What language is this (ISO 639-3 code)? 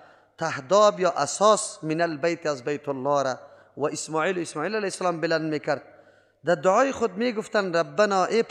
fas